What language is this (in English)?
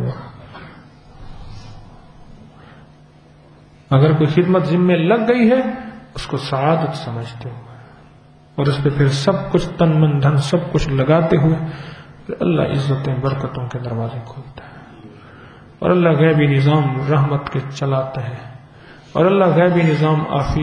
Urdu